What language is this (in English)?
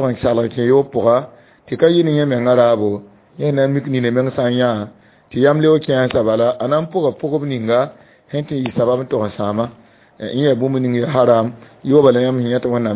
Mossi